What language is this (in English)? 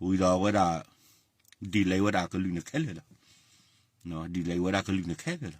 S'gaw Karen